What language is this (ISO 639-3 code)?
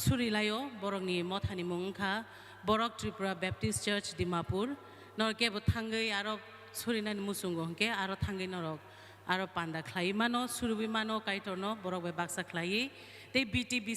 trp